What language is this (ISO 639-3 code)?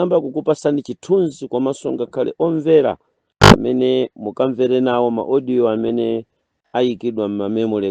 nya